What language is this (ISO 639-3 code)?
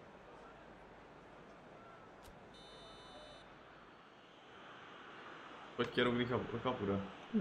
hun